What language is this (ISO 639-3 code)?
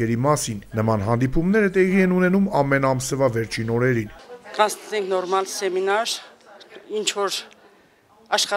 hye